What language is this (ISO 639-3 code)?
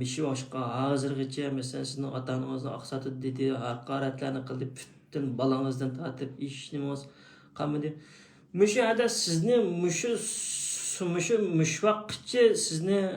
uig